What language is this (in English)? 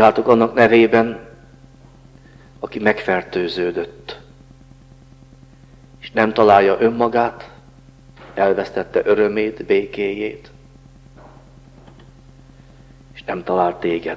Hungarian